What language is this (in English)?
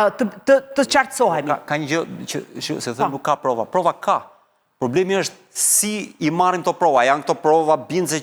Albanian